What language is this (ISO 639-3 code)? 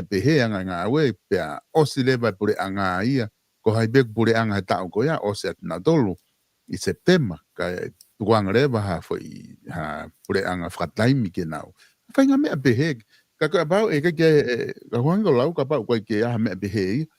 ton